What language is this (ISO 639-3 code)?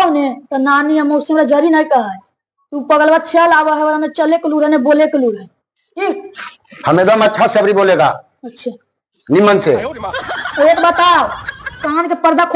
mag